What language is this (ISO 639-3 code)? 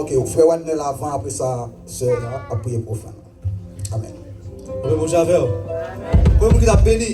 hat